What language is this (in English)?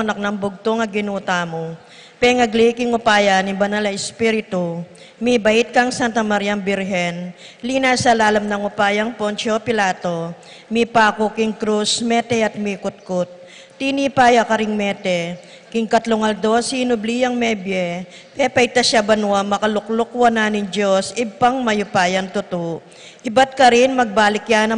Pampanga